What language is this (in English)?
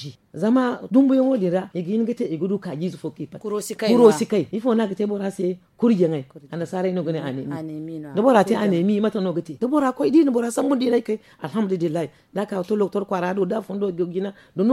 Zarma